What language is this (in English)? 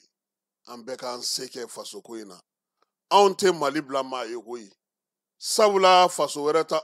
Bambara